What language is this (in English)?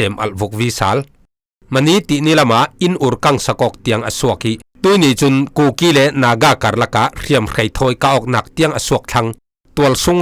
Falam Chin